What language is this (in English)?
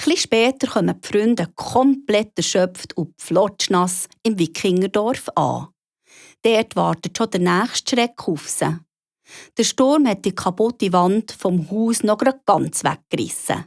Swiss German